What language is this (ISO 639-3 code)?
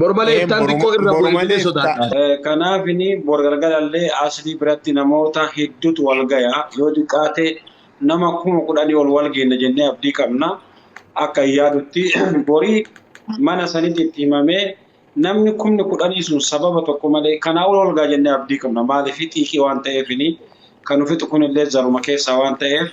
orm